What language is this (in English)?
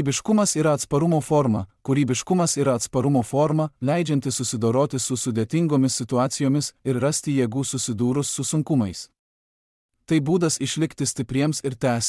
Lithuanian